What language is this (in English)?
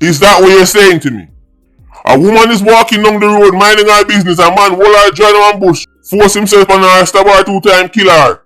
Jamaican Creole English